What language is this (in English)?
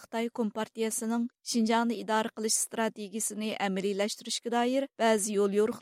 Uyghur